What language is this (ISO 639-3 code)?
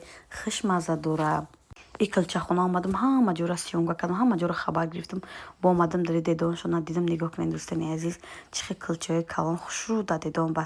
tgk